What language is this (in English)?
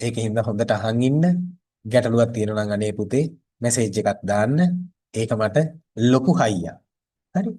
Sinhala